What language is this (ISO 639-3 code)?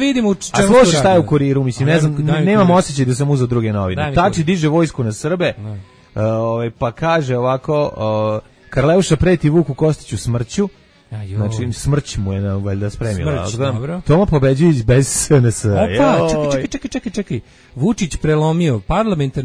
srp